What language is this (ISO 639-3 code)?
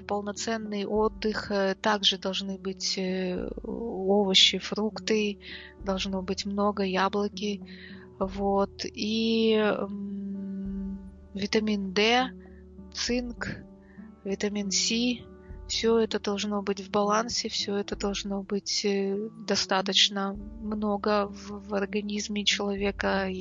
rus